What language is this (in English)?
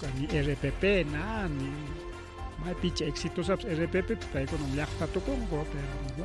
Ayacucho Quechua